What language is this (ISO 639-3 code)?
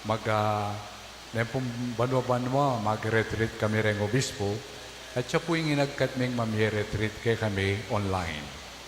pam